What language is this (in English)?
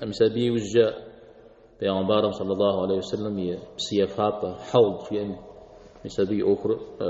Kabardian